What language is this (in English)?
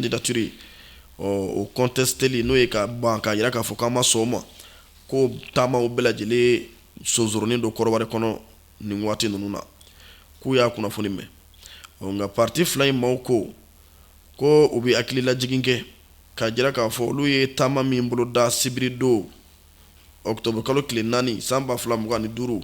Bambara